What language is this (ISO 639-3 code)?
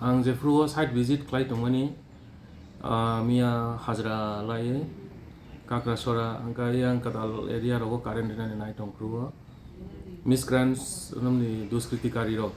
trp